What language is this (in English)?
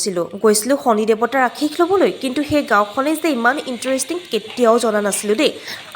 Assamese